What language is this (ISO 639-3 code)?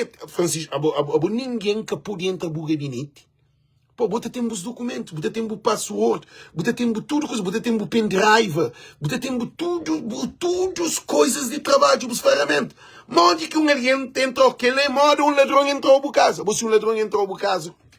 kea